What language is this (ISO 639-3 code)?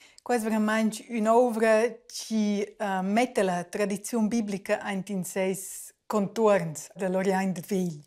roh